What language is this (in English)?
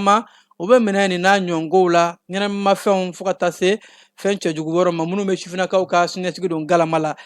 Bambara